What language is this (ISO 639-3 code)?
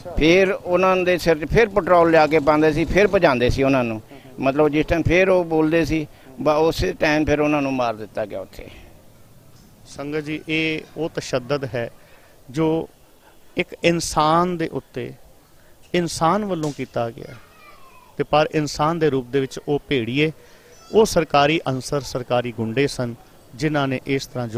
pan